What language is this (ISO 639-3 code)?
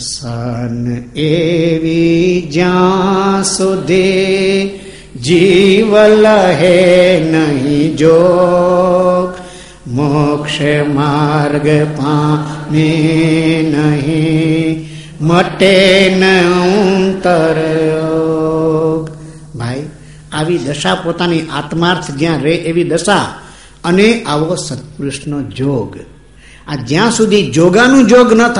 guj